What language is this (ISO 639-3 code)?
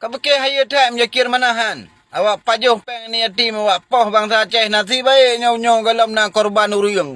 ace